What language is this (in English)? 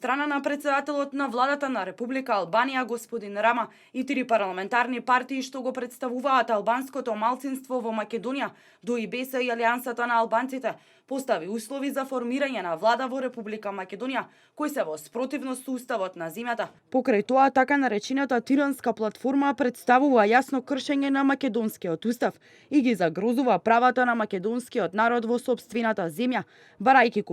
Macedonian